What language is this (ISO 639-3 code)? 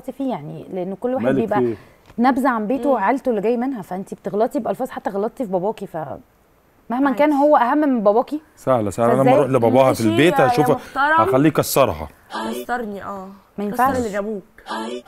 arz